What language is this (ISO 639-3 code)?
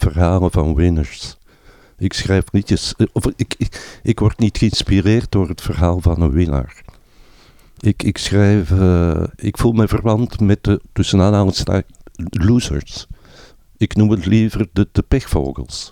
nld